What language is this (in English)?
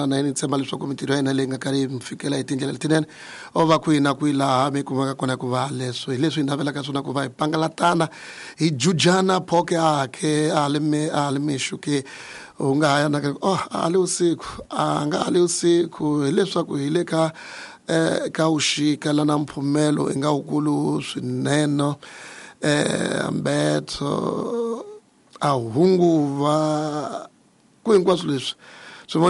Tsonga